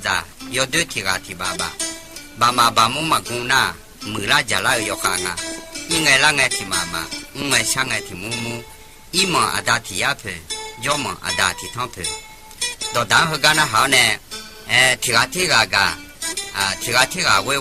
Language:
Akha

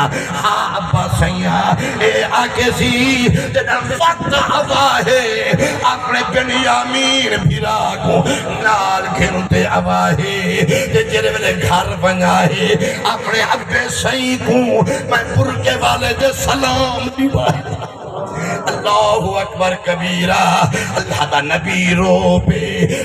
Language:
Saraiki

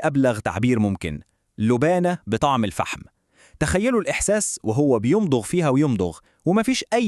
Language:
Egyptian Arabic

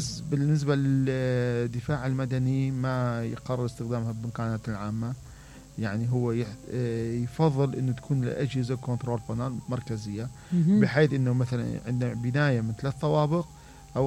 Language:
Mesopotamian Arabic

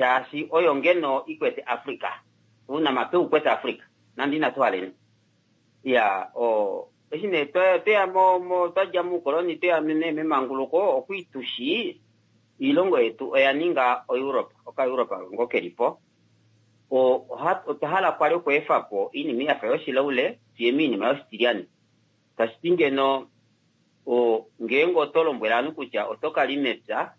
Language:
Kuanyama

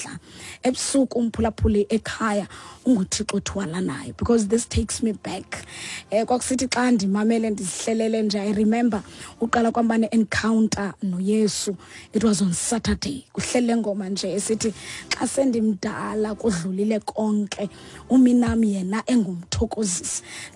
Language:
Xhosa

